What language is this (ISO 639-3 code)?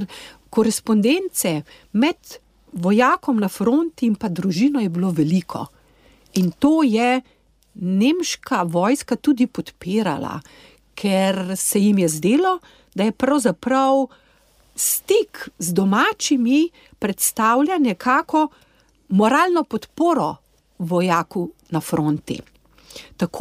slv